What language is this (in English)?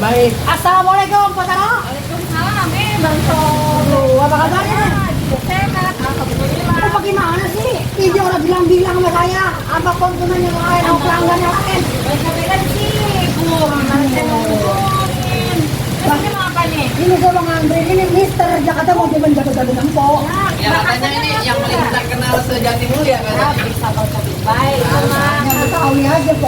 Betawi